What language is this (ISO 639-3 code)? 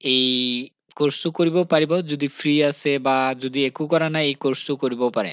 asm